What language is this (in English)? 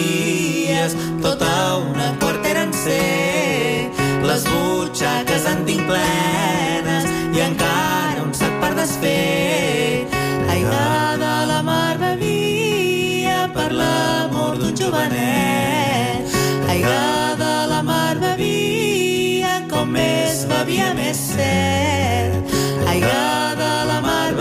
Catalan